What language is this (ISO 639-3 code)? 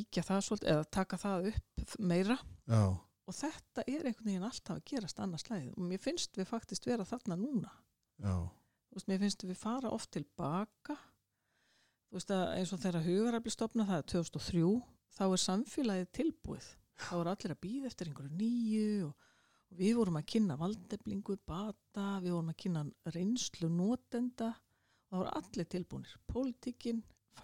isl